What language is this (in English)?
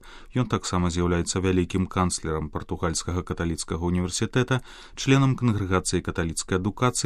Belarusian